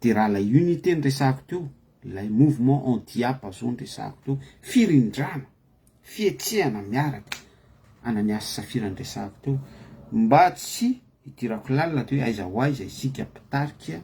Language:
Malagasy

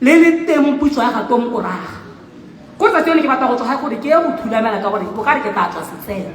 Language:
Tswana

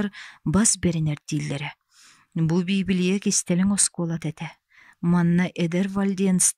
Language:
Yakut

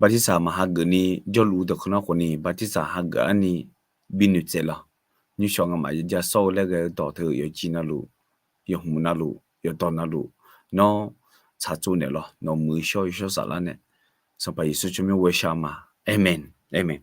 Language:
Akha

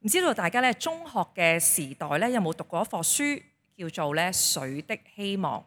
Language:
Cantonese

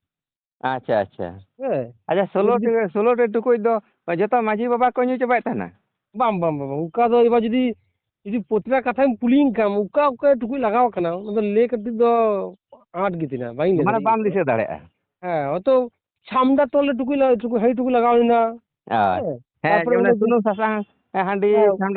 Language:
Santali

